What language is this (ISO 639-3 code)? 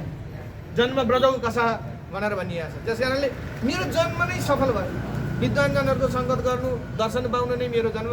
nep